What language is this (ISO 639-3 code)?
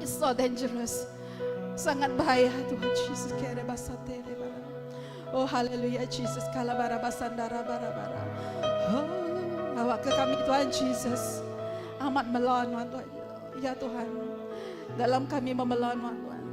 iba